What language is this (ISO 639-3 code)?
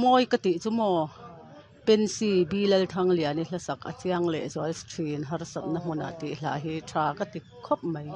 lus